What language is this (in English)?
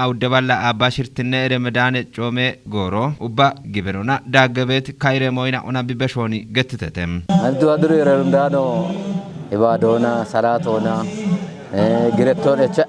Kafa